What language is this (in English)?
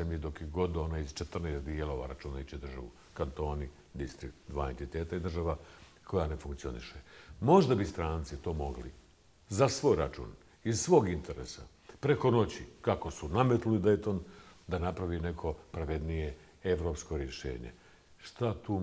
Bosnian